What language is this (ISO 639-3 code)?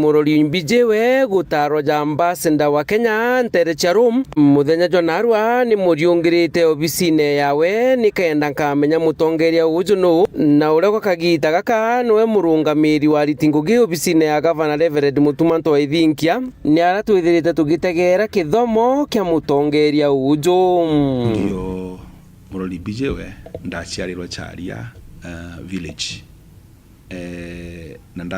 mer